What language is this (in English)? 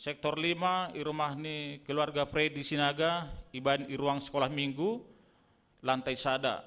Batak Simalungun